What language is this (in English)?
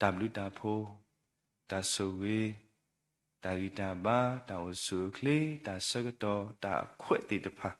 S'gaw Karen